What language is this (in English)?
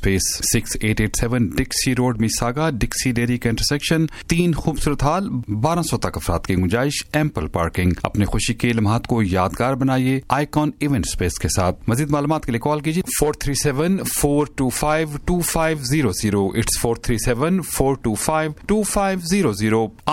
Urdu